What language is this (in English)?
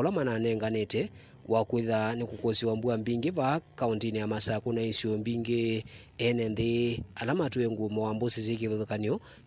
Kamba